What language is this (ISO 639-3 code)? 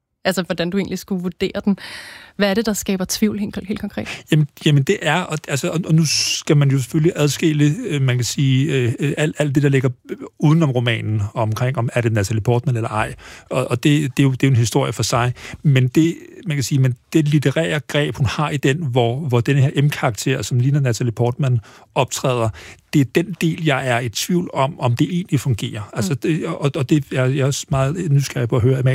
dan